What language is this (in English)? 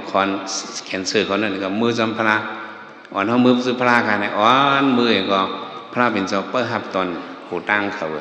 Shan